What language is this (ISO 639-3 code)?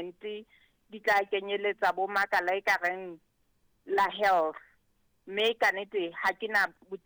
sot